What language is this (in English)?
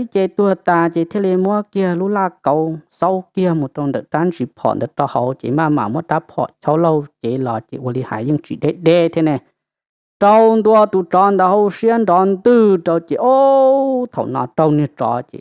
Hmong